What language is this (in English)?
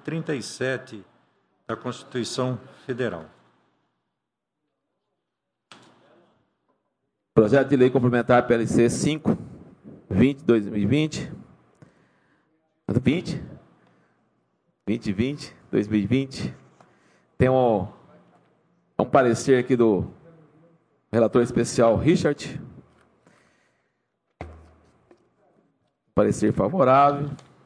Portuguese